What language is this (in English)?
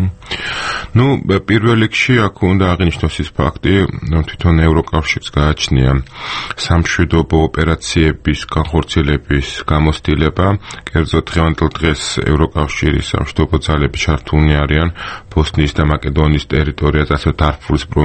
Georgian